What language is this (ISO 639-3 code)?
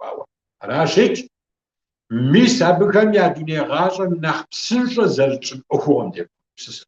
kbd